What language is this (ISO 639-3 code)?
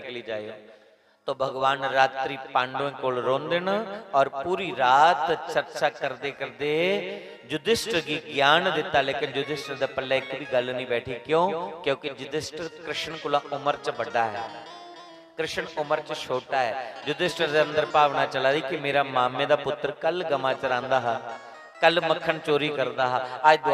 doi